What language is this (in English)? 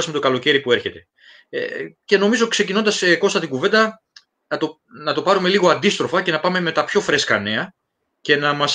Greek